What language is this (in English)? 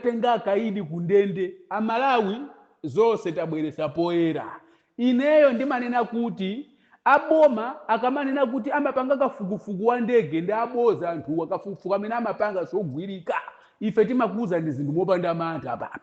Nyanja